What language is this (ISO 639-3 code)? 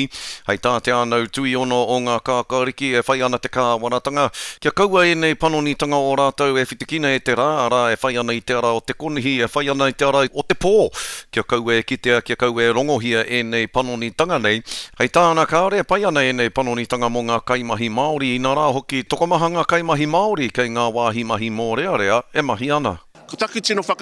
mri